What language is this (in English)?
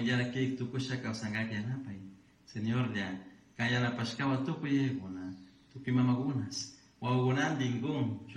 Chimborazo Highland Quichua